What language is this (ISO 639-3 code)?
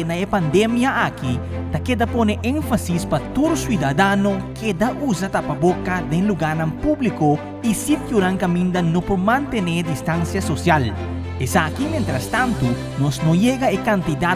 pap